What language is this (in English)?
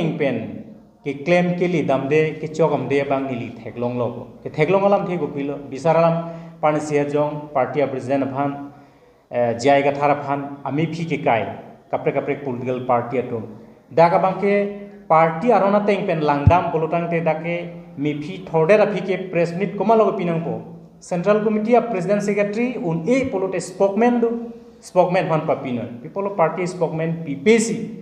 Karbi